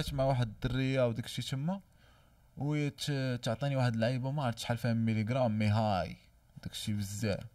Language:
Moroccan Arabic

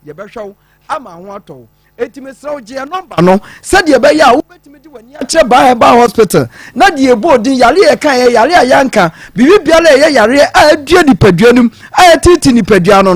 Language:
Akan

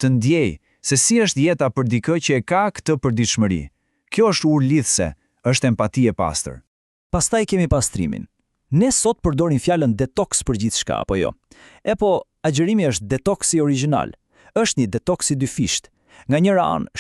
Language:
Albanian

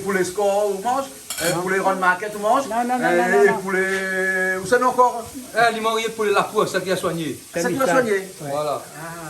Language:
Réunion Creole French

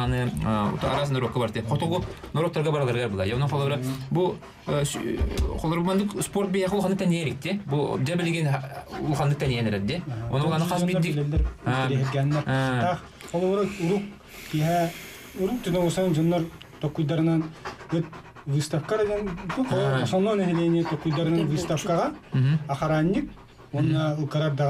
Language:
Yakut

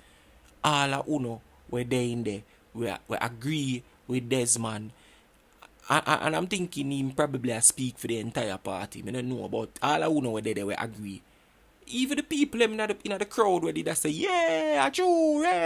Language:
Jamaican Creole English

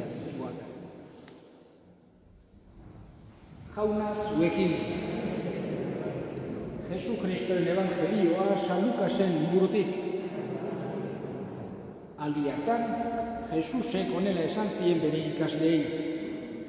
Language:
Basque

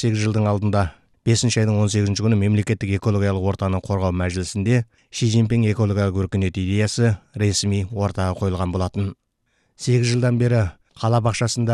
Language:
Kazakh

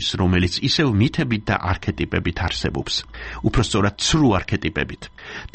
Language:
Georgian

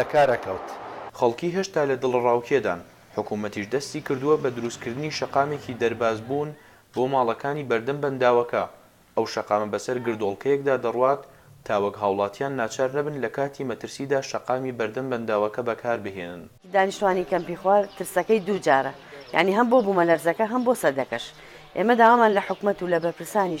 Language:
Central Kurdish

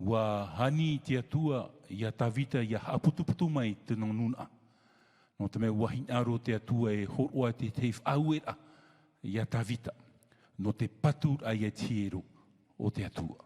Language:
Tahitian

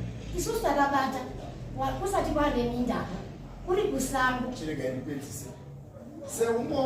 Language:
Shona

